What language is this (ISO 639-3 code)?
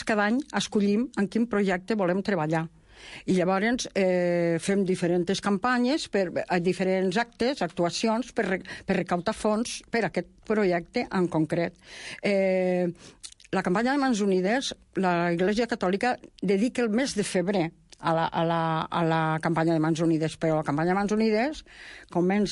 cat